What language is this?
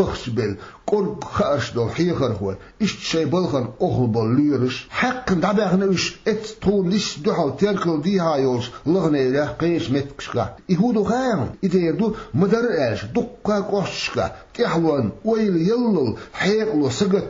Chechen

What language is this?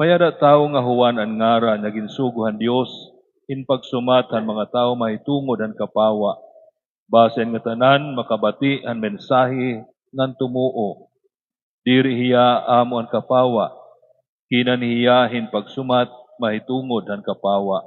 Waray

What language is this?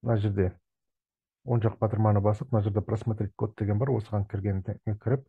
Kazakh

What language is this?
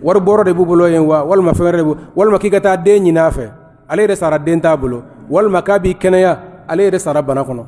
Bambara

